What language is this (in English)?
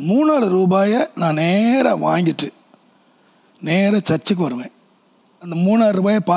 Tamil